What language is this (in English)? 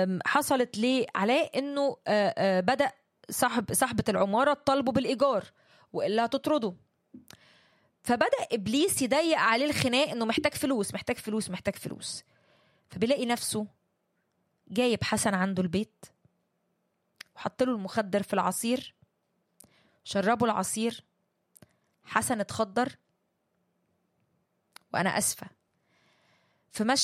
Egyptian Arabic